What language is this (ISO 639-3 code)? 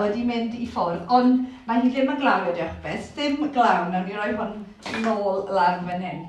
cym